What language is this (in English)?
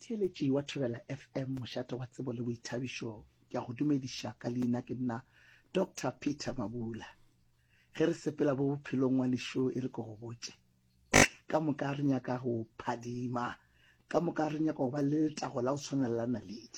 Northern Sotho